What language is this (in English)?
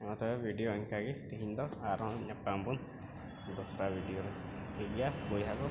Santali